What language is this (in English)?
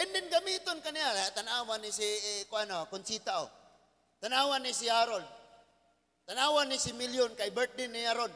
Cebuano